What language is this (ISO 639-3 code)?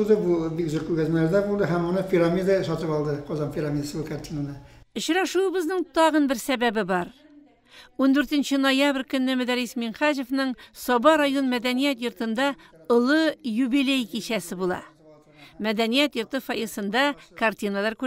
tat